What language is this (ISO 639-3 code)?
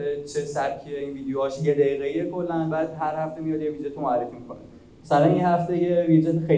fas